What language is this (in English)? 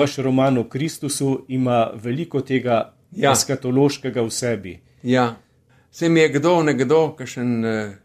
Slovenian